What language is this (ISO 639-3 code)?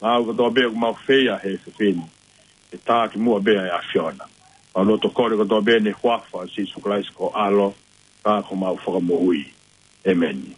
ton